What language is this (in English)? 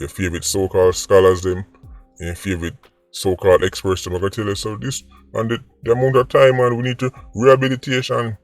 Jamaican Creole English